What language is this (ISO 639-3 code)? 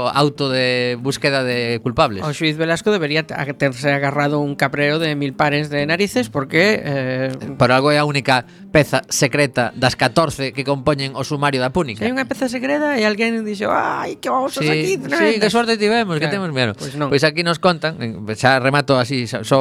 glg